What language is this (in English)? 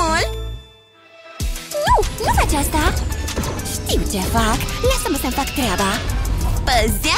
Romanian